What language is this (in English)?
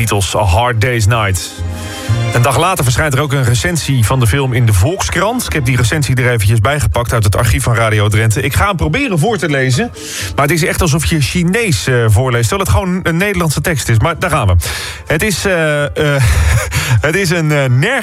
Dutch